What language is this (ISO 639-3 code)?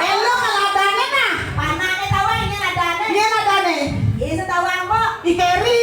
ban